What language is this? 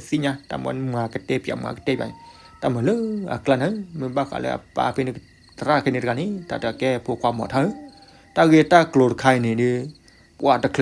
S'gaw Karen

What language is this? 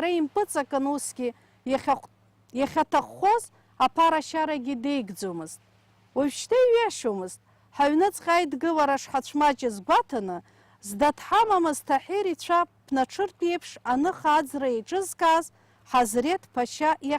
Abkhazian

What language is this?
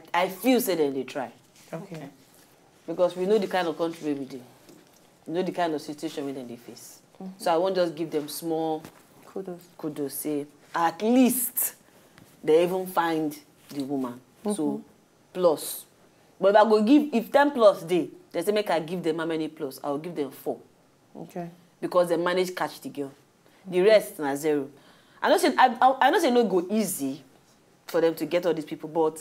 Nigerian Pidgin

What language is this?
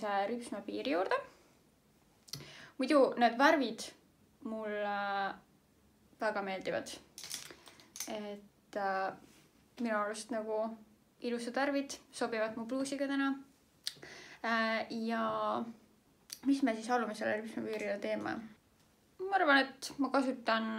Estonian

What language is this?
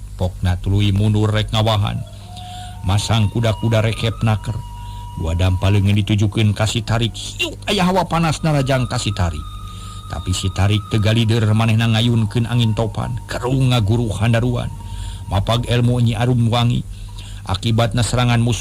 Sundanese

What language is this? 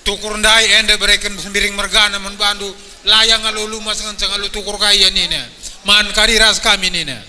Batak Karo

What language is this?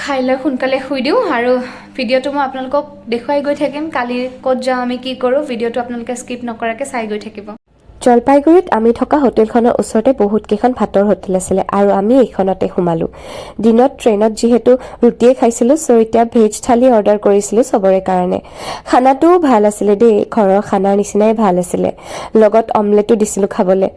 Assamese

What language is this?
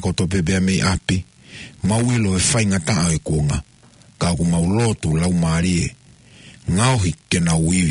Tongan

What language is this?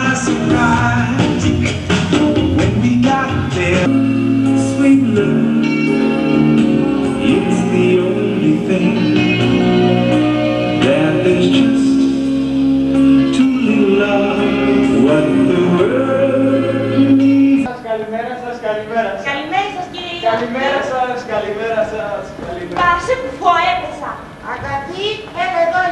Greek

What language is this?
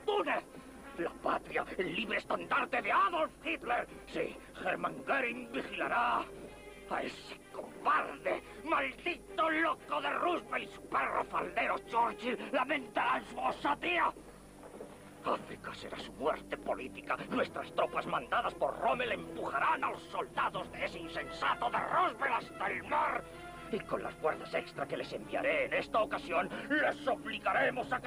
Spanish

